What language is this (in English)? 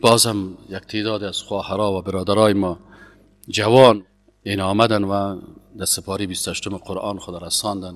Persian